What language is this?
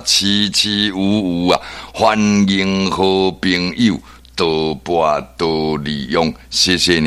Min Nan Chinese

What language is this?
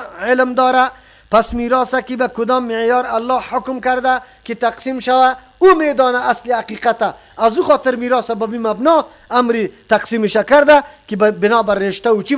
Persian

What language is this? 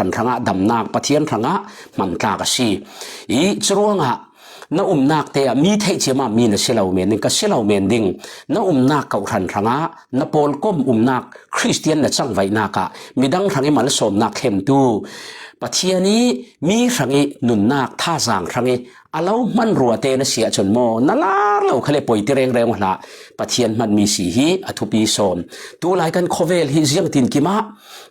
Falam Chin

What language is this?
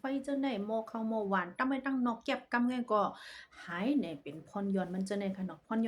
Shan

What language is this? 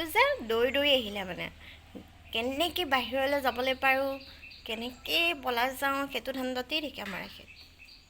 Assamese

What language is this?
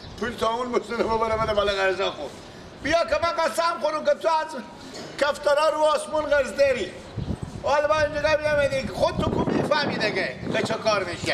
Persian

